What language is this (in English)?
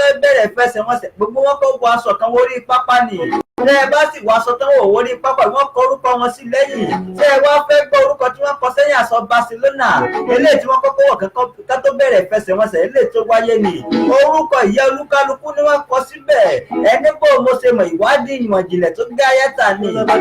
Yoruba